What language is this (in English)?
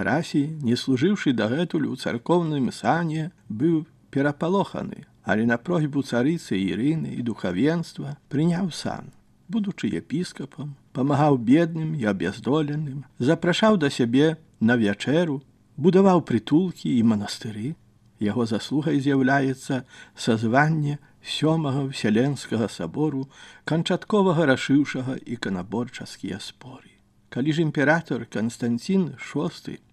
Belarusian